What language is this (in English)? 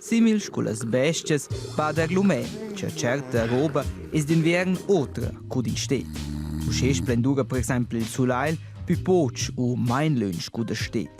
Romansh